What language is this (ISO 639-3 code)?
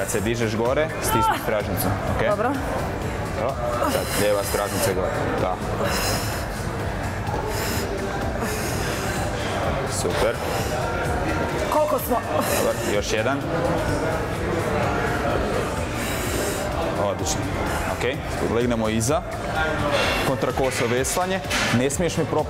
hrv